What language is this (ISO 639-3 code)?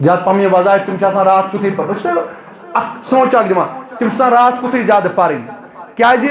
kas